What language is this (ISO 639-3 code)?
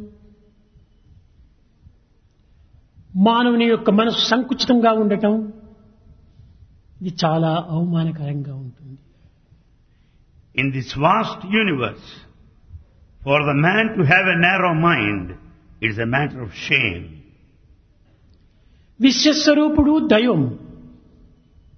tel